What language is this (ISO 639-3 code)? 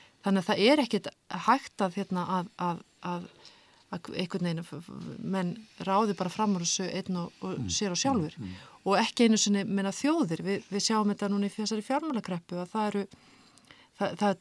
isl